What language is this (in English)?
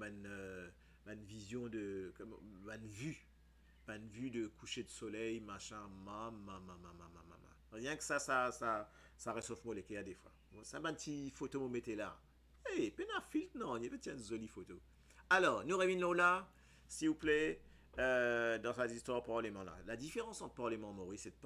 Morisyen